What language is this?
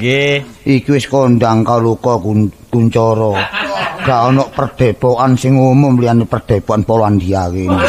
Javanese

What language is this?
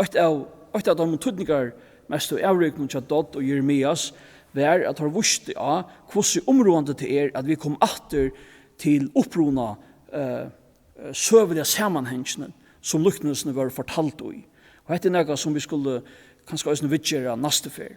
Faroese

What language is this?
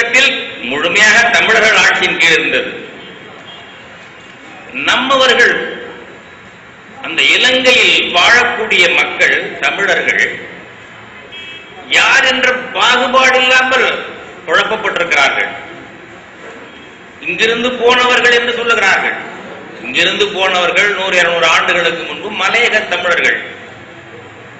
Tamil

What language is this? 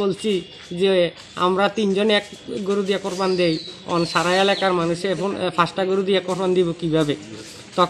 Bangla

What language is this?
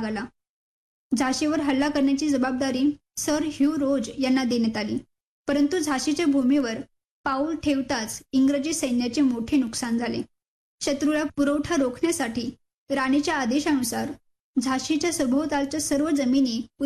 Marathi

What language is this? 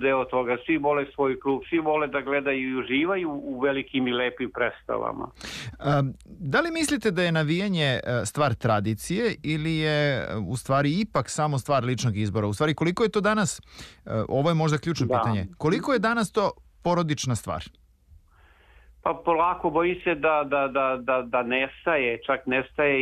Serbian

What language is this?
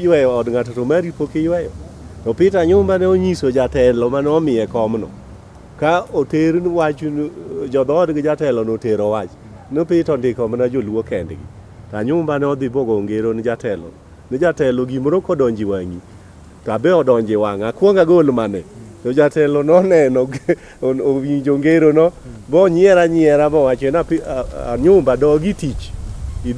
Luo (Kenya and Tanzania)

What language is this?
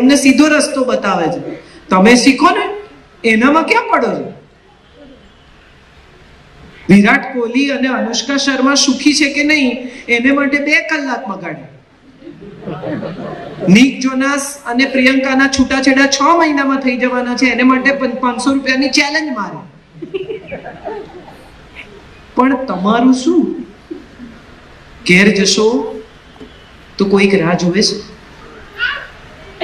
Gujarati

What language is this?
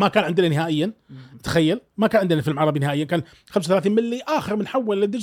Gulf Arabic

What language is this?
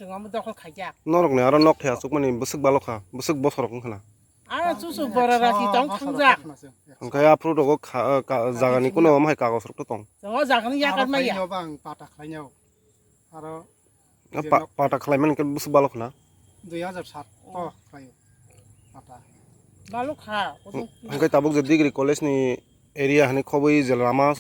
Kok Borok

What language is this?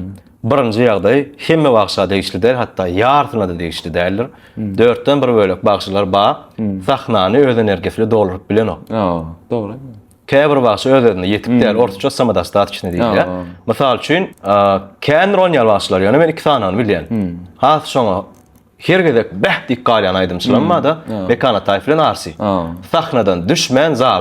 Turkmen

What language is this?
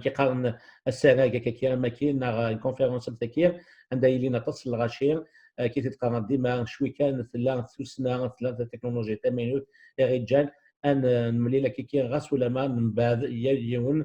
Kabyle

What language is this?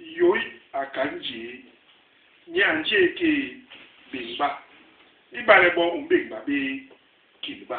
Basaa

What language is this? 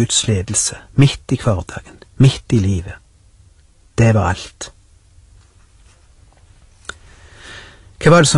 Norwegian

